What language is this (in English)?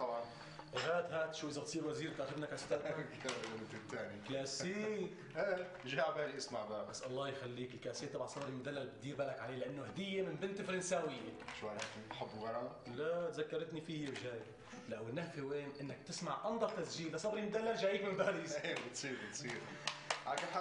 North Levantine Arabic